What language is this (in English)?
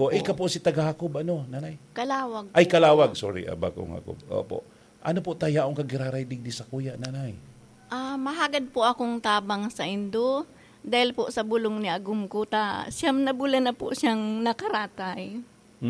Bikol